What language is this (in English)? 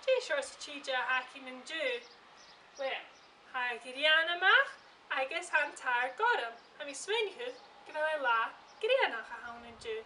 Welsh